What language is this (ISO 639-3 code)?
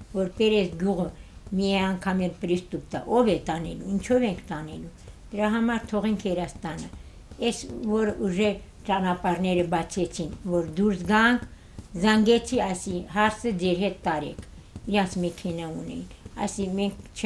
hye